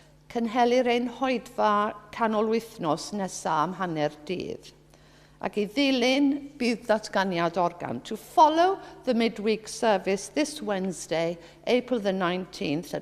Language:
Welsh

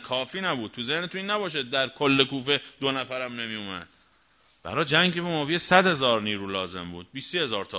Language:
Persian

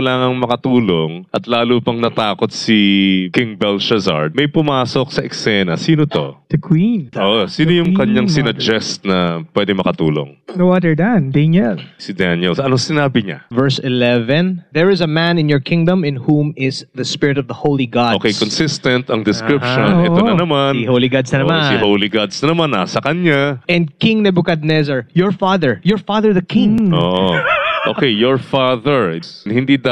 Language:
Filipino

